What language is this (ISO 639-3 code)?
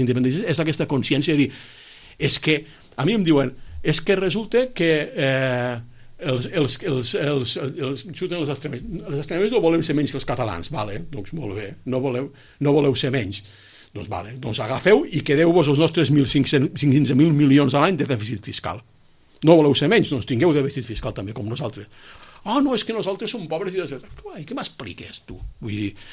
cat